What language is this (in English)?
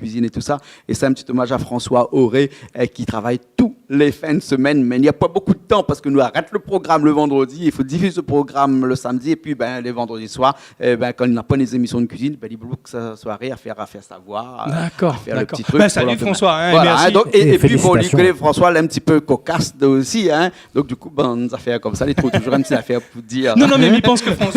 Réunion Creole French